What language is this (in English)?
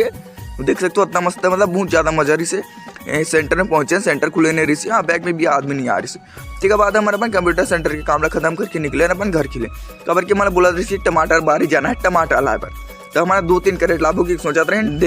Chhattisgarhi